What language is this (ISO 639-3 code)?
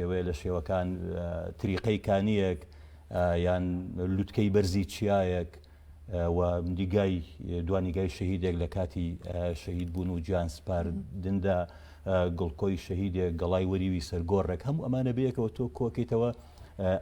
ckb